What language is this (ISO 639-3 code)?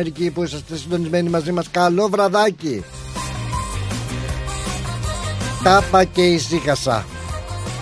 ell